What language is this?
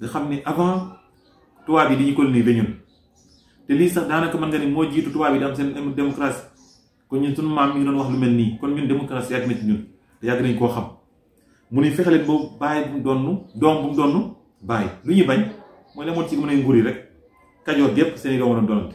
Wolof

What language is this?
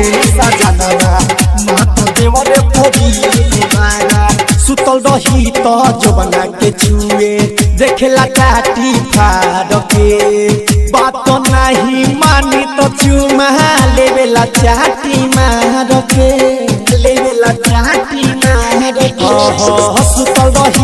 Bhojpuri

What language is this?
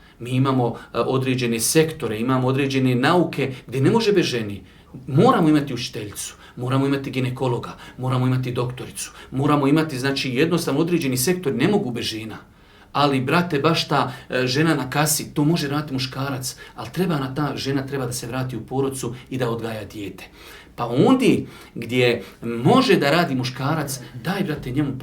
Bosnian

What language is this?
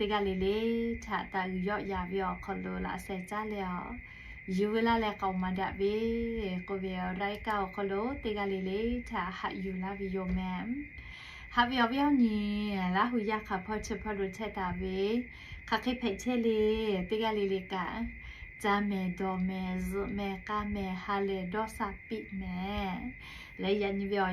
Lahu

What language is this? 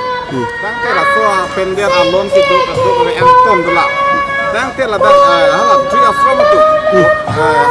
Karbi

